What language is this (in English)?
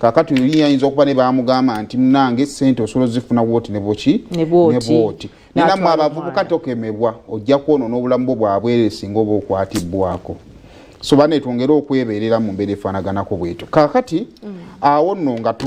Ganda